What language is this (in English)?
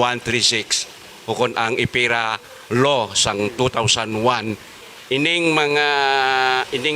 Hiligaynon